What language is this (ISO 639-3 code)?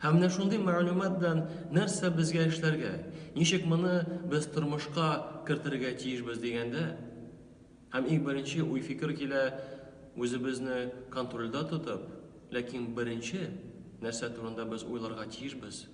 tat